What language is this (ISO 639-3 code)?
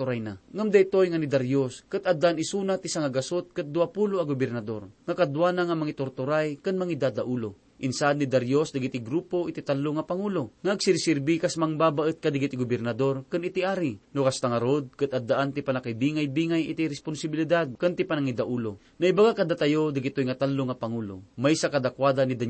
ilo